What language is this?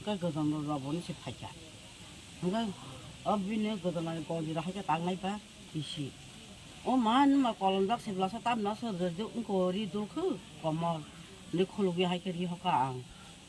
Kok Borok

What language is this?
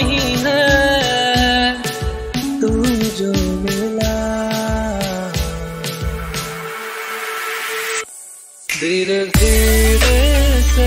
Hindi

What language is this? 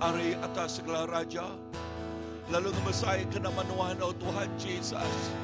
Iban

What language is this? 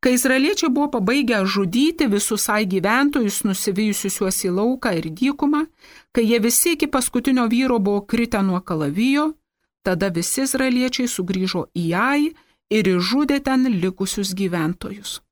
Lithuanian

